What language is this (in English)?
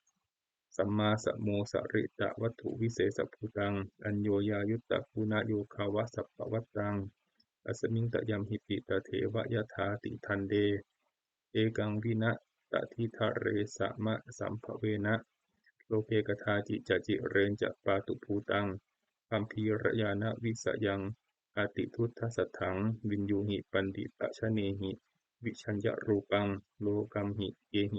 Pali